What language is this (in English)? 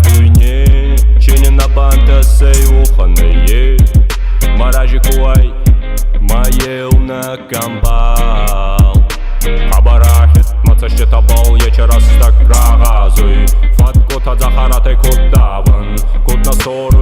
Ossetic